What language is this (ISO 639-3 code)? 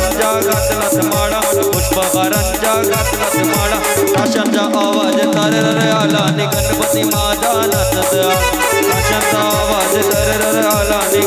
mar